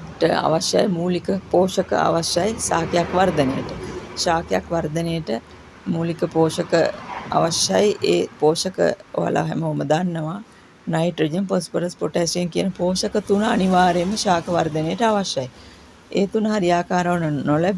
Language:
Sinhala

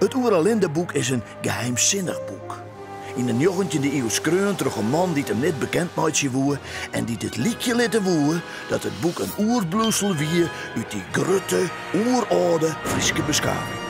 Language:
Western Frisian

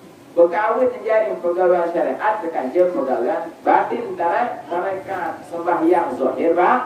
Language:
Sasak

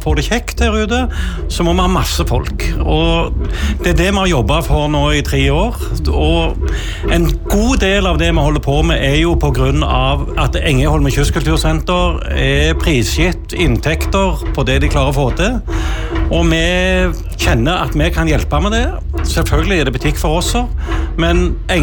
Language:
Norwegian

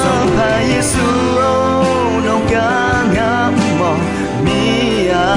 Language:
Akha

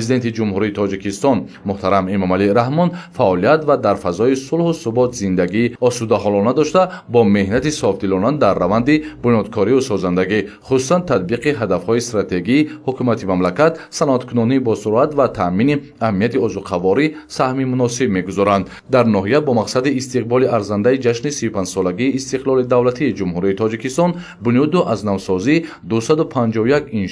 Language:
Tajik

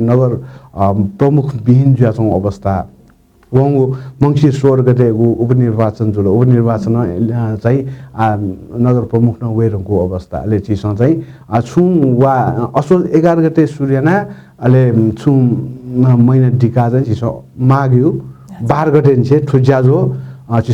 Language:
Newari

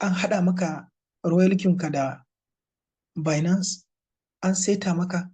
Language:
Hausa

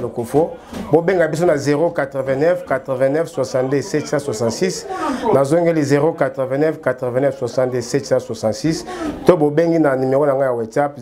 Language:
Lingala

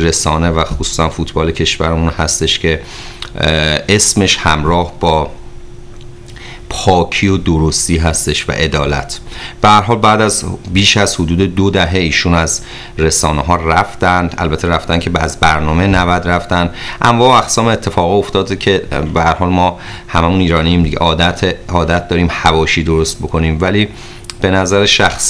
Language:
Persian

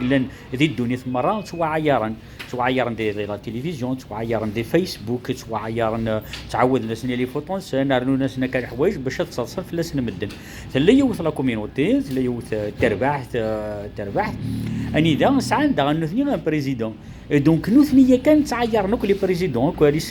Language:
Kabyle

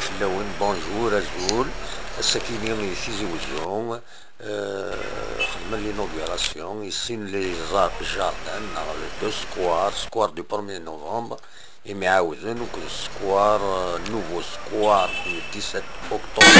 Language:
Kabyle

